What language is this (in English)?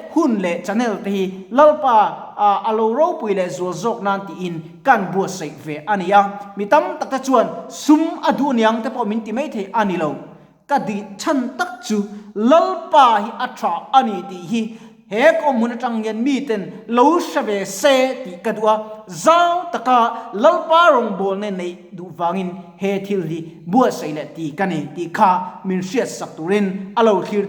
Mizo